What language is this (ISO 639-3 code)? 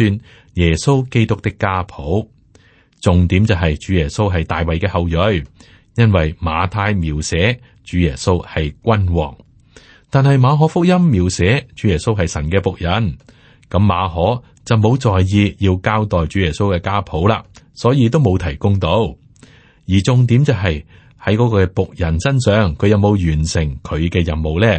yue